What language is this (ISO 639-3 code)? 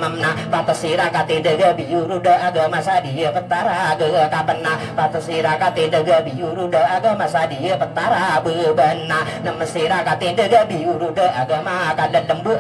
mrw